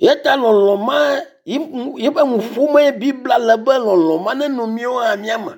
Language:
Ewe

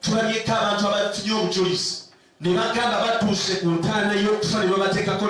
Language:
Ganda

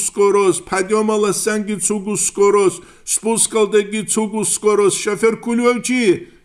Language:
Avaric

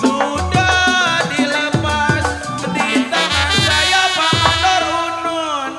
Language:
Betawi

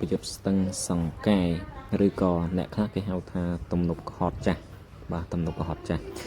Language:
Khmer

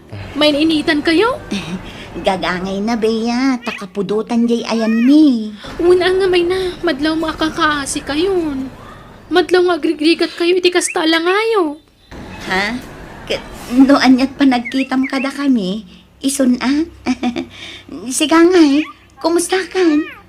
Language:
Iloko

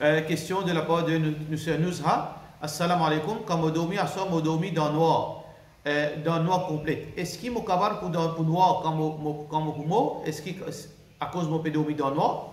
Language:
Morisyen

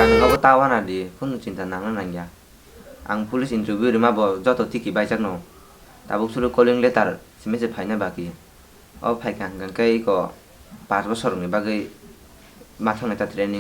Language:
Kok Borok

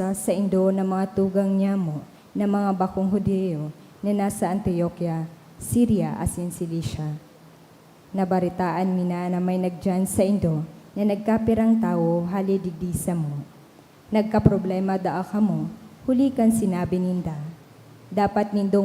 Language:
Bikol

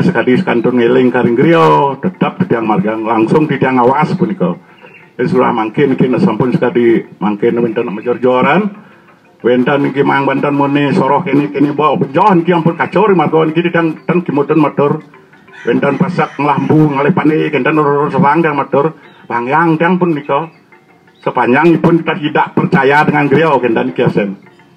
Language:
Balinese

